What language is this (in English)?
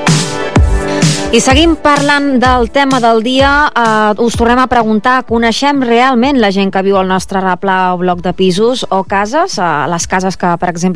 Catalan